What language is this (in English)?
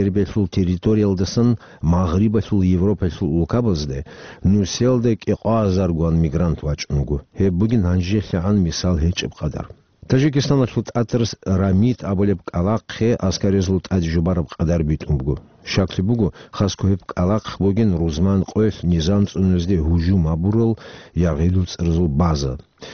Avaric